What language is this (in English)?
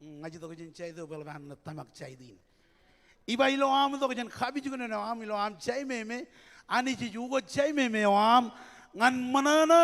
Marshallese